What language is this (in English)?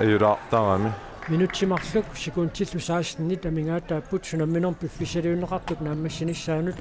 Kalaallisut